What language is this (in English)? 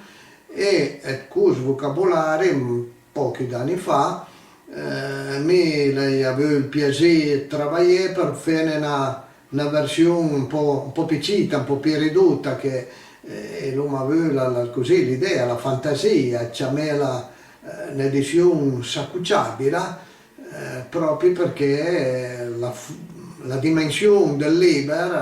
Piedmontese